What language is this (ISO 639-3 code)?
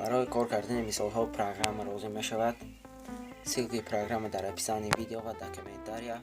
tgk